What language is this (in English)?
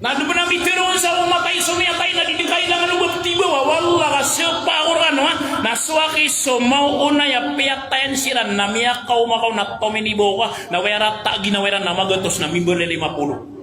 Maranao